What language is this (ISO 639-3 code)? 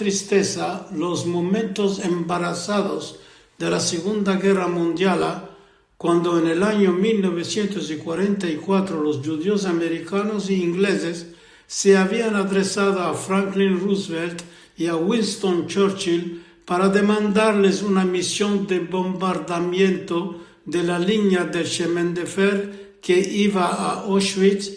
lad